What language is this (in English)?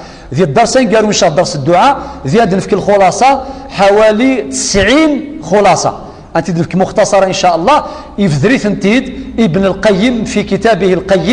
Kabyle